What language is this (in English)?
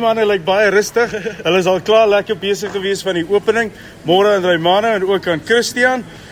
Afrikaans